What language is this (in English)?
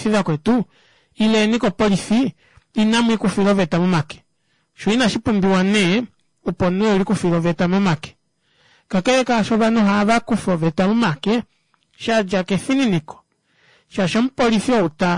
Kuanyama